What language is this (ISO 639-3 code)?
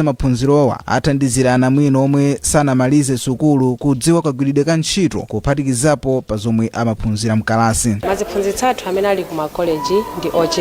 nya